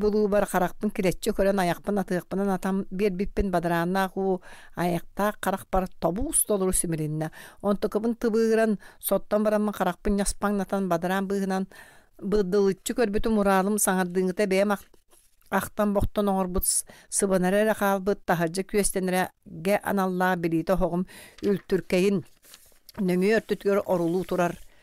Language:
Yakut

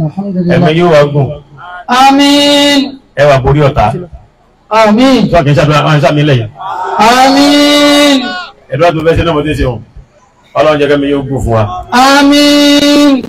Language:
Yoruba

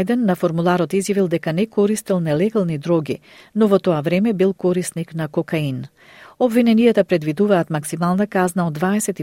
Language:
Macedonian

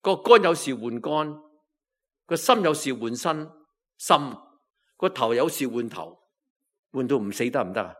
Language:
Cantonese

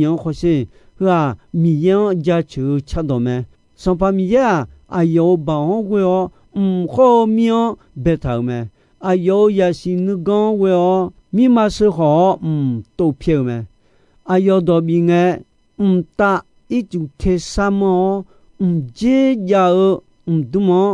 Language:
Akha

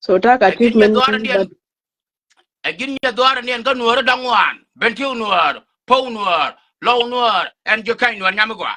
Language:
Nuer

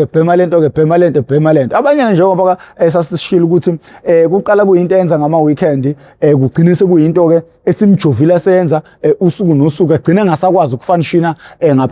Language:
Zulu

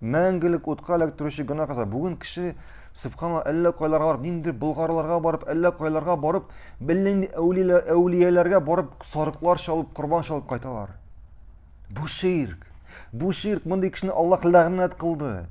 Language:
Tatar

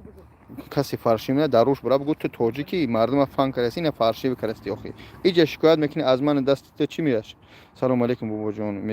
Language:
Tajik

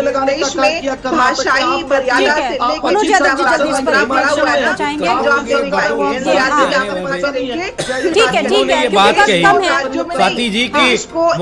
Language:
Hindi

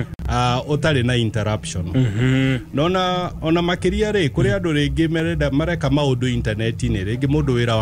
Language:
Kikuyu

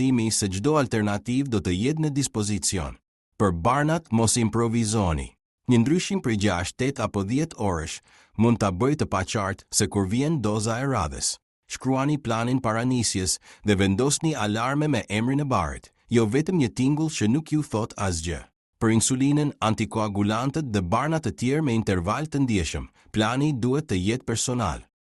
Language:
Albanian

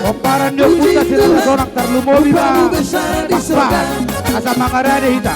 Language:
Batak Toba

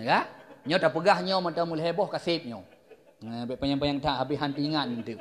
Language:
Achinese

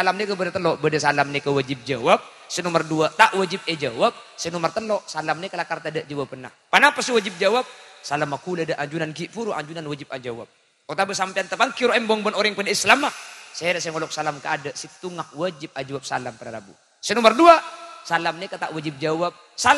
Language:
Madurese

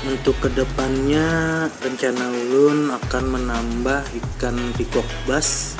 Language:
Banjar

